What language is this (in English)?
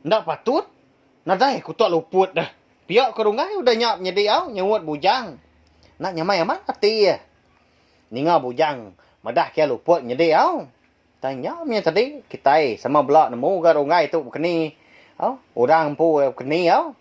Iban